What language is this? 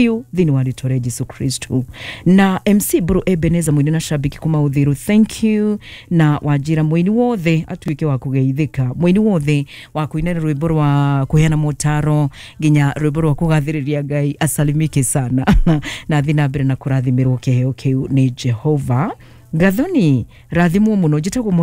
Kikuyu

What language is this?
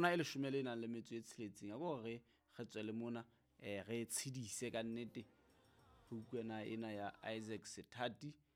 Southern Sotho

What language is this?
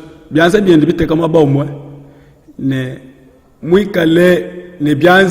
Luba-Lulua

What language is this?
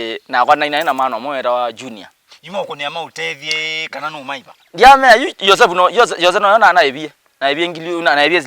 Kamba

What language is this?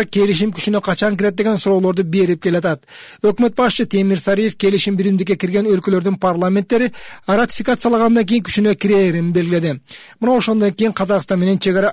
Kyrgyz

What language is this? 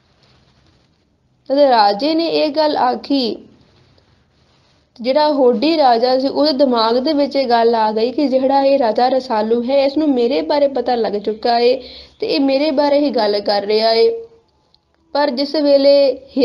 Punjabi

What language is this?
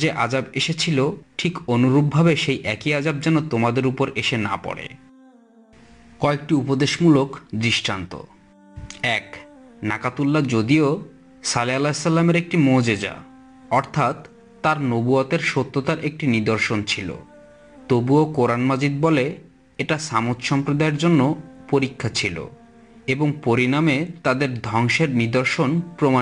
Bangla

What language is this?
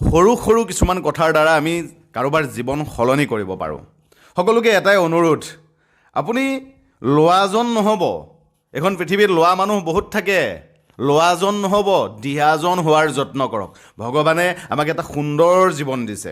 Assamese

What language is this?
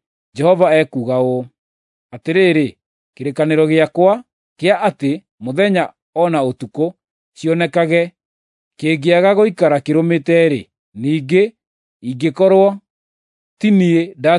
Kikuyu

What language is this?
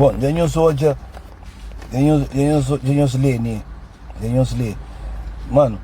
Kabuverdianu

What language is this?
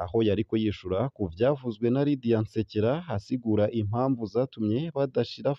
Rundi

